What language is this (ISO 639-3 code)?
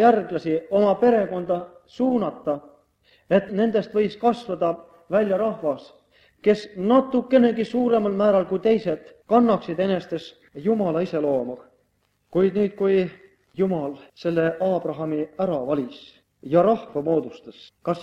est